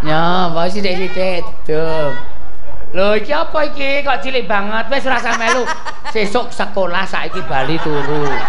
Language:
Javanese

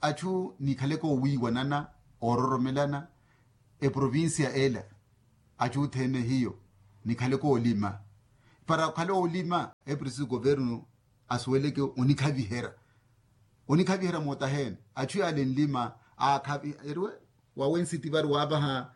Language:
Makhuwa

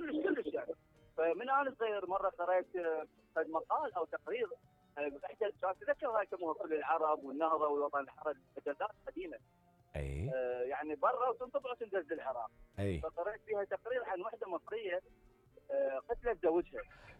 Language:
Mesopotamian Arabic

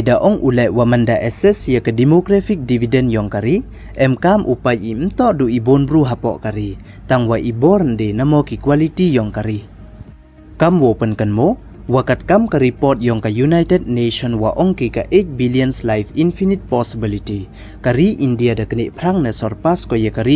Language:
Pnar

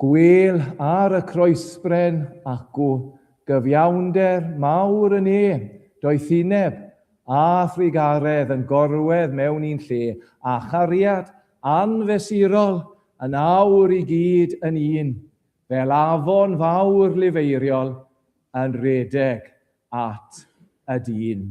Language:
Welsh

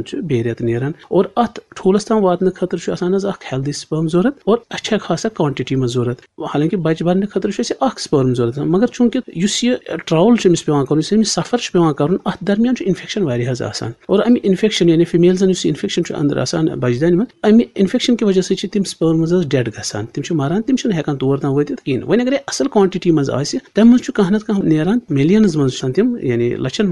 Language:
Kashmiri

